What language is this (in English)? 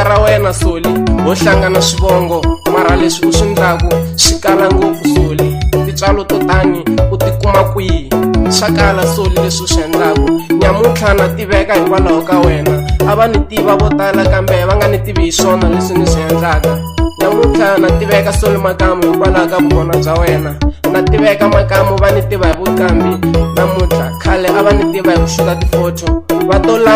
Tsonga